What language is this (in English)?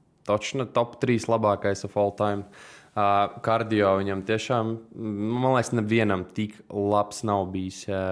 Latvian